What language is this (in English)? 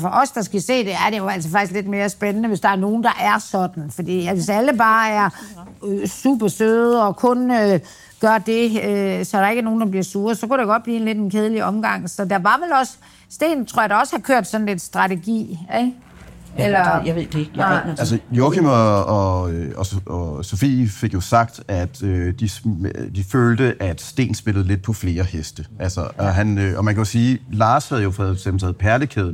Danish